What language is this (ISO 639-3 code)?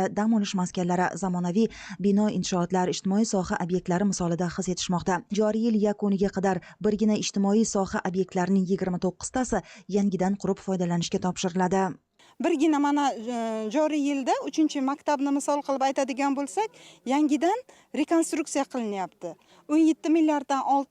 uzb